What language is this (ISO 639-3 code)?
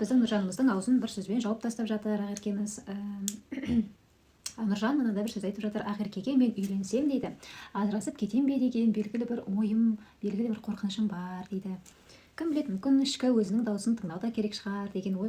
kaz